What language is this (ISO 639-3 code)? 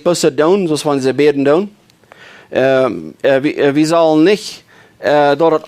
pdt